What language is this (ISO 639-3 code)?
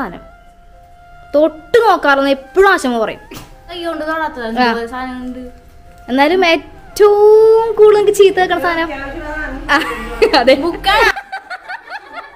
mal